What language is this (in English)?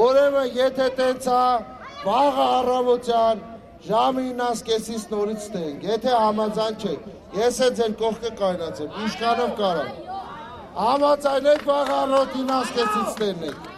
Armenian